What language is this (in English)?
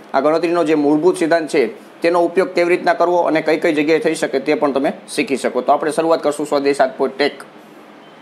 Gujarati